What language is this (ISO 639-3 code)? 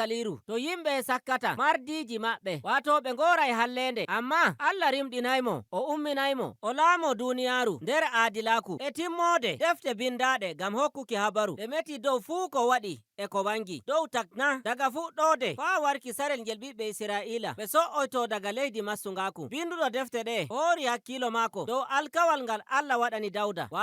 fuv